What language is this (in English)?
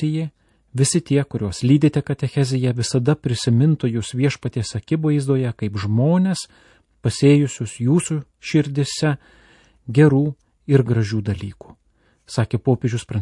Lithuanian